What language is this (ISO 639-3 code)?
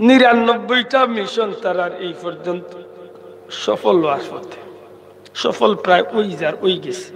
syl